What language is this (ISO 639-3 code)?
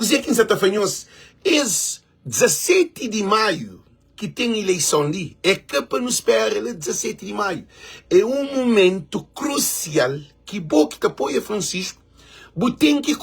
kea